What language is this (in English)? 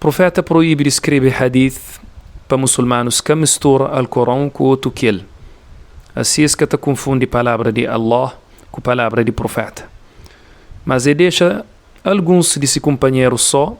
Kabuverdianu